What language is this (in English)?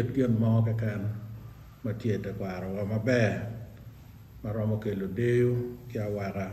Acoli